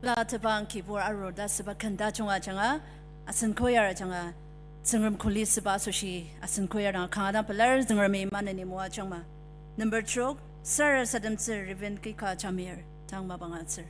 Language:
Ao Naga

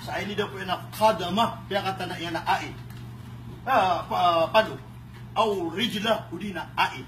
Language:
Maranao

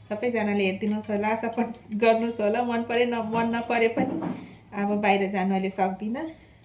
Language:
Nepali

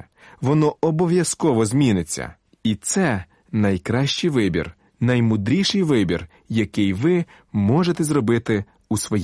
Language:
Ukrainian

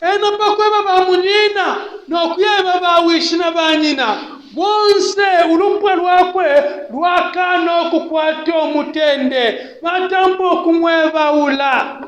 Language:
Bemba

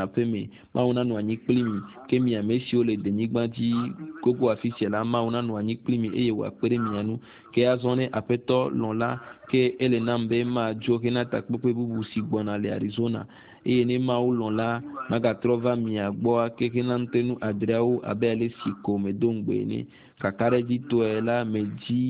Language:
Ewe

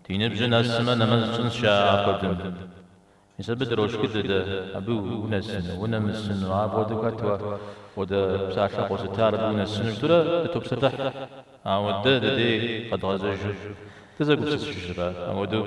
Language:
Kabardian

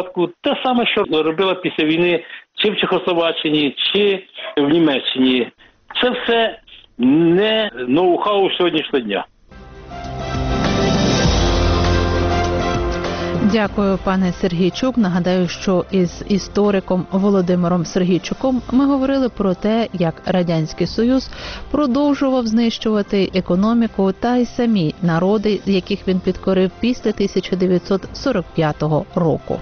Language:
Ukrainian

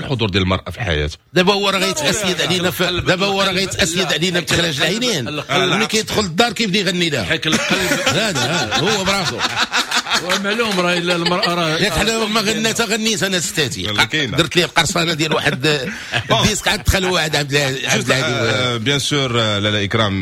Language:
Moroccan Arabic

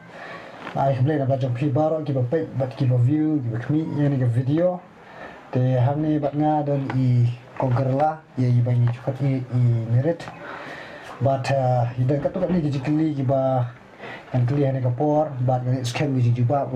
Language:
Khasi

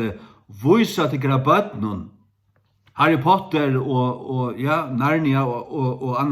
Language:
Faroese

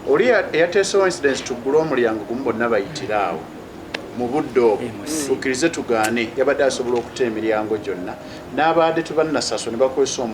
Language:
Ganda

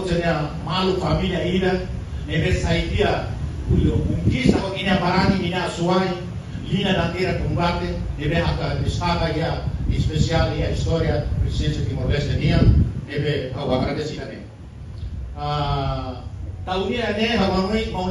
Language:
Tetum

